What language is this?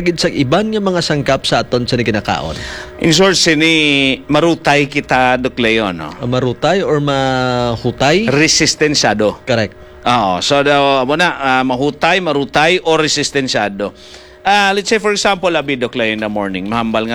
Hiligaynon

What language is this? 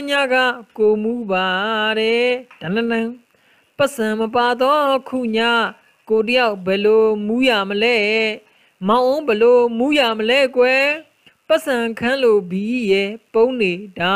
Burmese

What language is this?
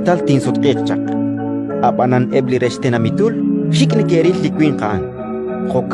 Kekchí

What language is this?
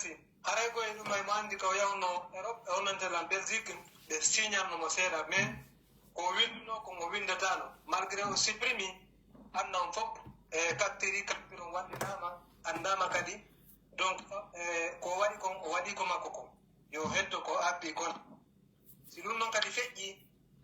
Pular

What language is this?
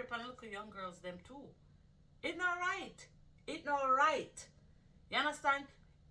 Jamaican Creole English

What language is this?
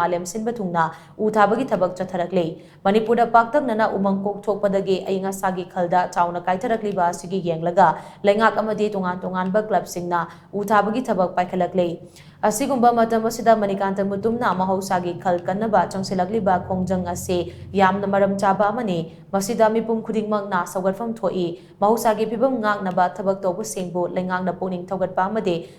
Manipuri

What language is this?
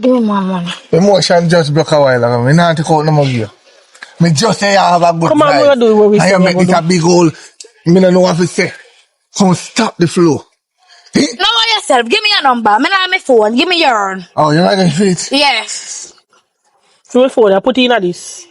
Jamaican Creole English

